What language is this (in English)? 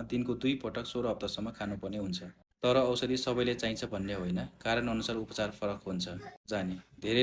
Nepali